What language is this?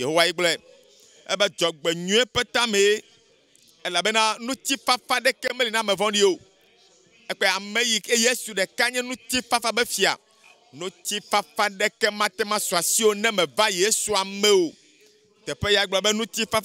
Ewe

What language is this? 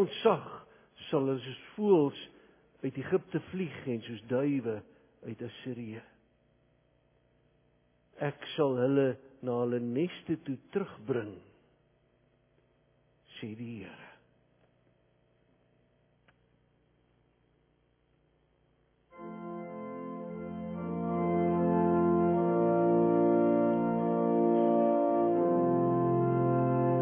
Afrikaans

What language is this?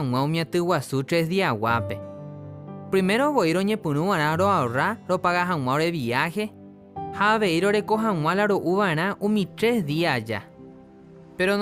Guarani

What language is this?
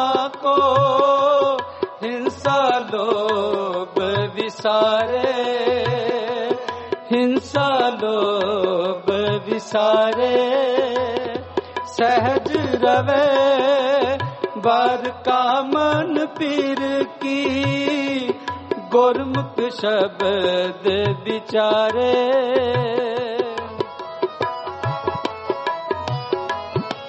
Punjabi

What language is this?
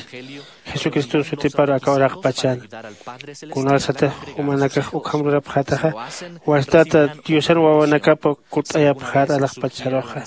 Aymara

